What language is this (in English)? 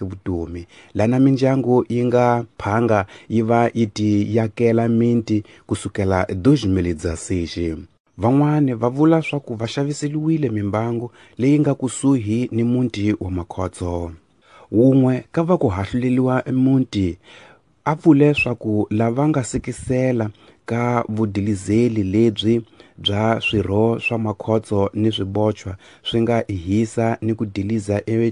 Tsonga